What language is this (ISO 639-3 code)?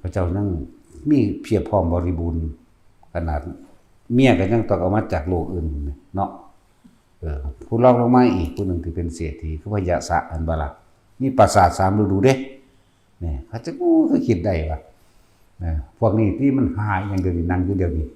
tts